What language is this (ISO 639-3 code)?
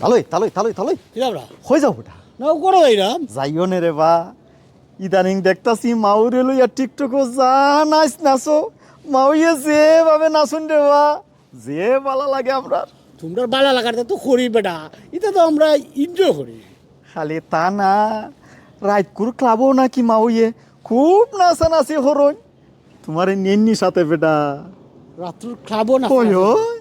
syl